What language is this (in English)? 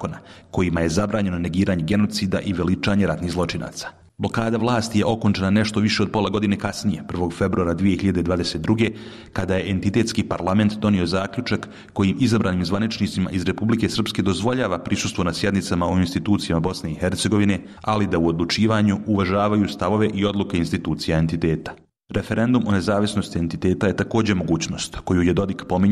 Bosnian